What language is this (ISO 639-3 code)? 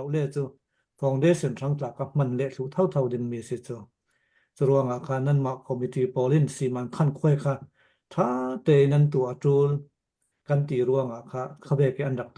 cnh